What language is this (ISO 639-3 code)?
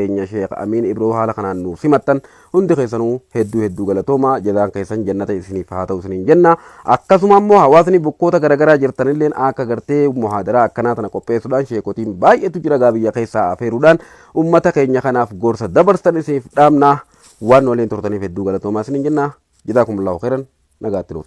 orm